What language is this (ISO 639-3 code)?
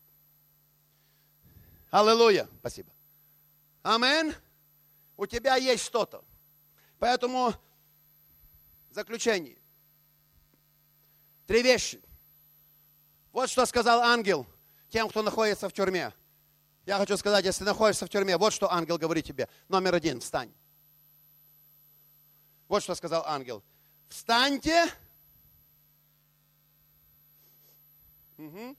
rus